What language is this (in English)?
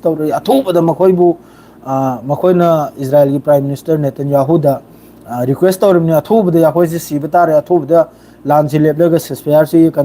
Manipuri